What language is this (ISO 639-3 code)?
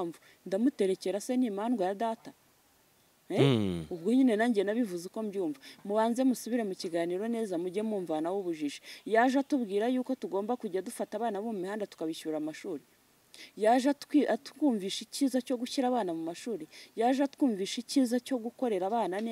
kin